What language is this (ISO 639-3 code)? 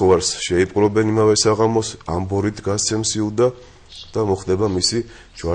kat